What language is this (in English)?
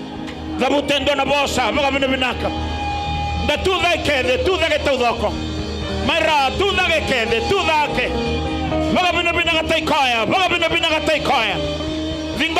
Fijian